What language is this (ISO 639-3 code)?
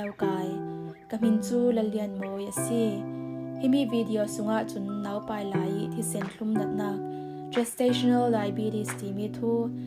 cfm